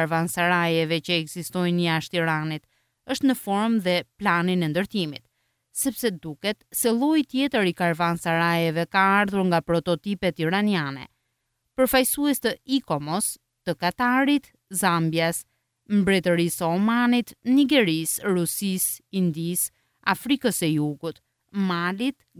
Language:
Albanian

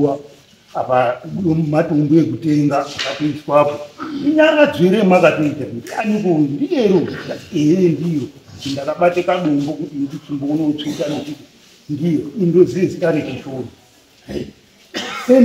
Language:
Shona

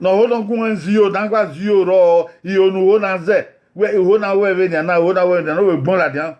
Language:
Bini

